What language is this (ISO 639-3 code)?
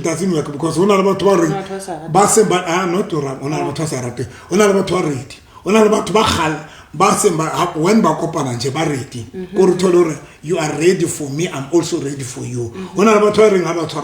sot